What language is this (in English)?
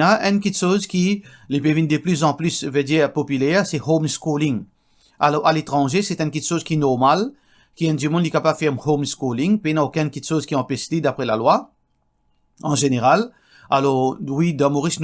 Morisyen